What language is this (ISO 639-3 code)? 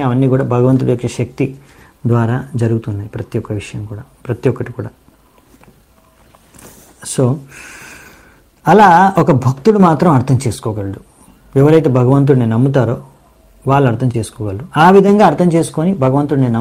tel